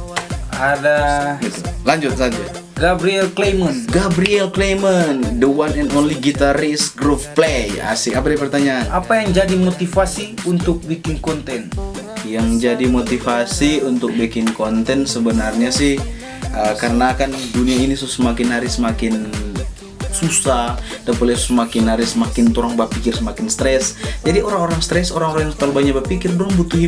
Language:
Manado Malay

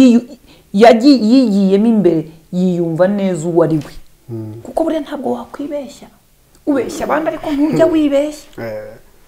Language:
Kinyarwanda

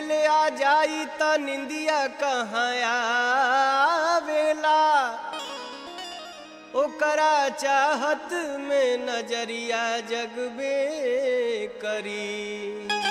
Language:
Bhojpuri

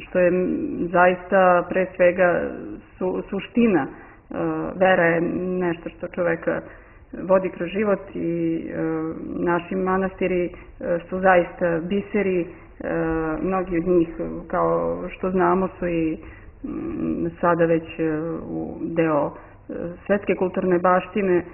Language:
Serbian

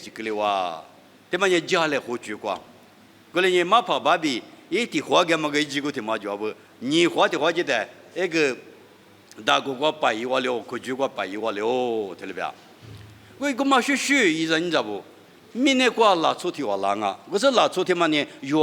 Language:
Lisu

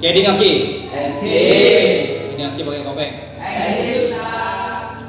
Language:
Madurese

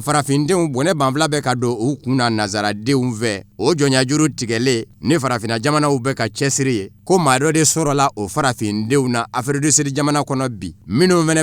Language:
Bambara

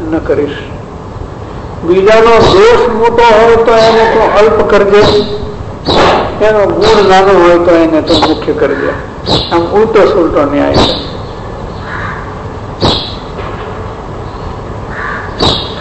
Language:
Gujarati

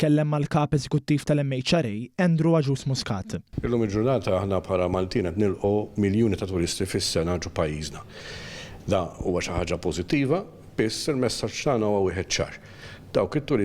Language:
Maltese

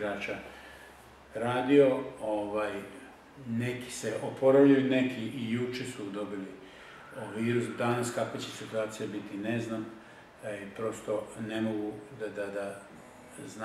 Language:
Serbian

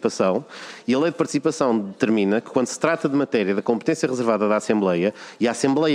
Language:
Portuguese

